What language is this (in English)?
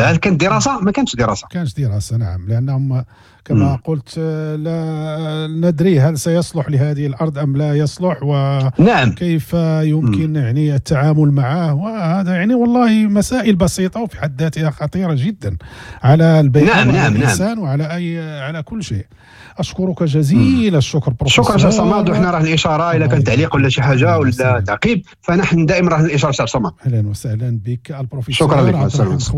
Moroccan Arabic